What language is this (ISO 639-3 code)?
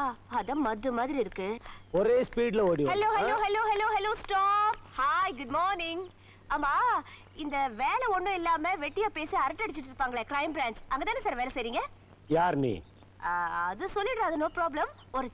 tam